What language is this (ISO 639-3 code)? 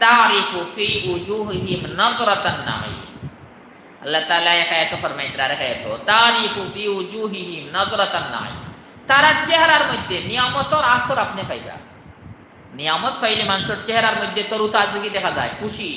syl